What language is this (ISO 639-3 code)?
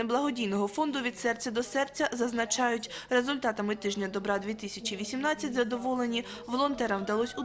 ukr